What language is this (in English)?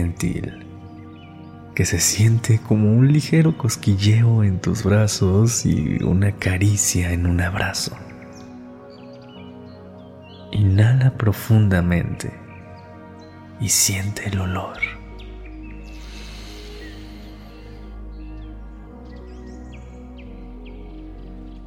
Spanish